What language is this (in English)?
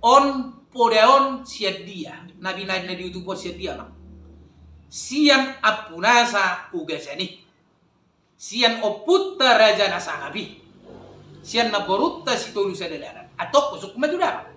Batak Toba